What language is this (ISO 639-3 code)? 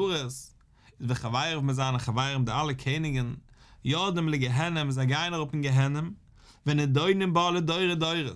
yid